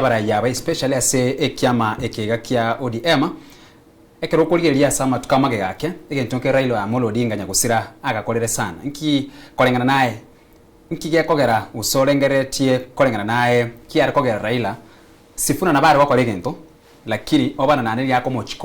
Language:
Gusii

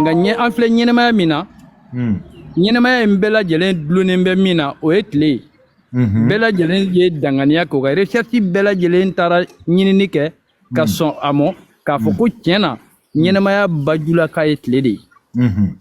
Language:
Bambara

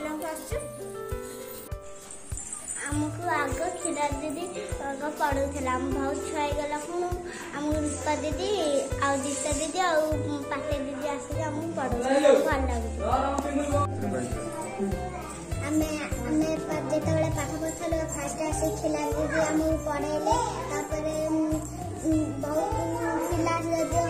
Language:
Odia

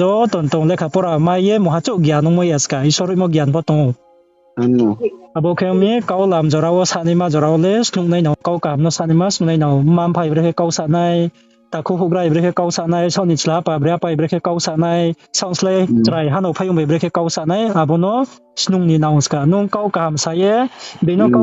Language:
Riang (India)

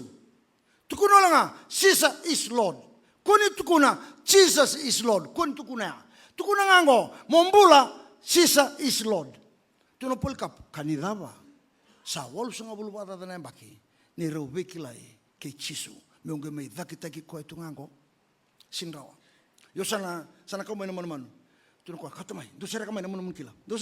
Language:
Fijian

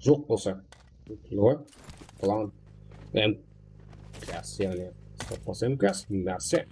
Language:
Kara-Kalpak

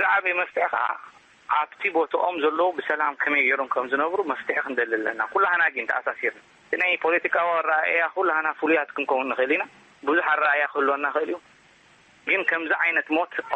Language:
Tigrinya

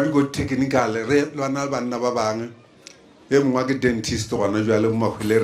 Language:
Northern Sotho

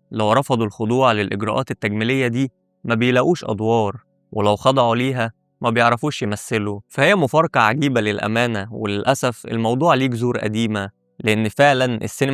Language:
Egyptian Arabic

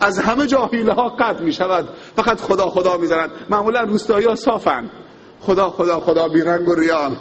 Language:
Persian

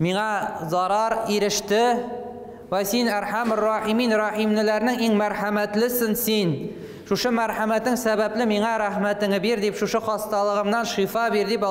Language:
Tatar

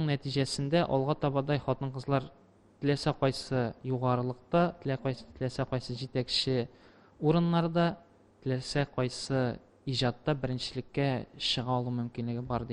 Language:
Tatar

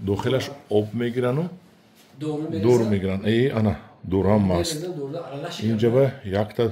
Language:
Tajik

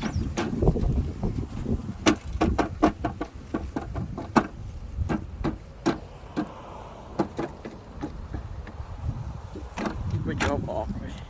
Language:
Lao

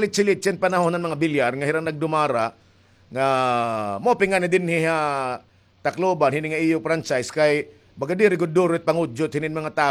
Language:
Waray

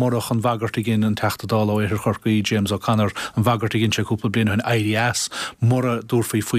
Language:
Irish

